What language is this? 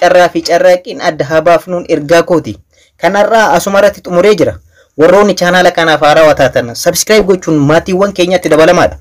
Oromo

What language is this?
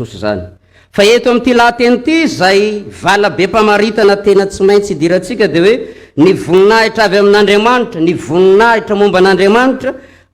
Malagasy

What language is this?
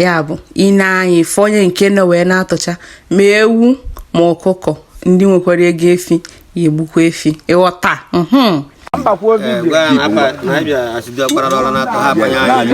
Igbo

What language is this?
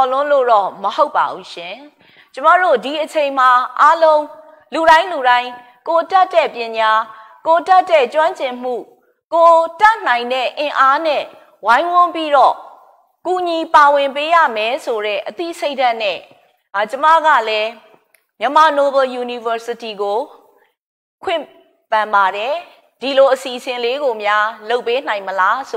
Burmese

